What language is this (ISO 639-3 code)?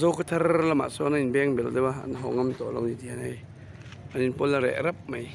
lus